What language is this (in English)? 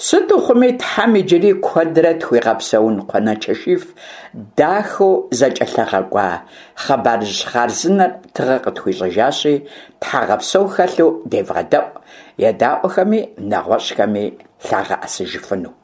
Kabardian